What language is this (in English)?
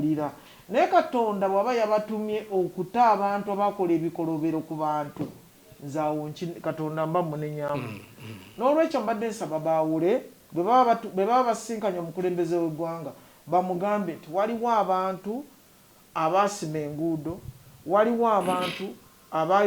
Ganda